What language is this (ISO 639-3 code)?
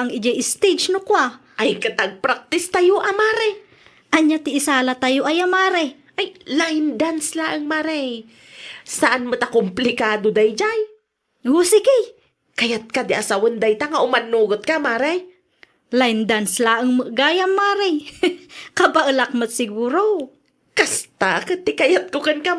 ilo